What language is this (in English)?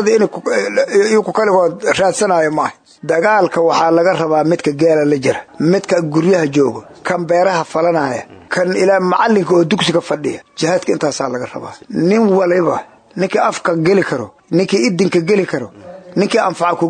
Somali